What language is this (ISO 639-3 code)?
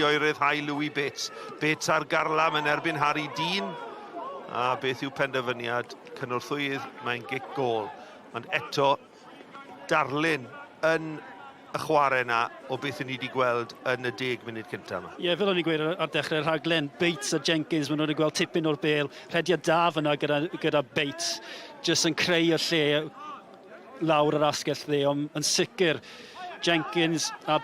cym